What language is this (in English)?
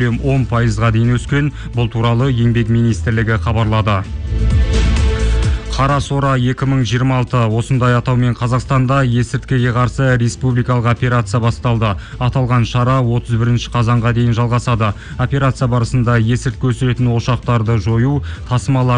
Kazakh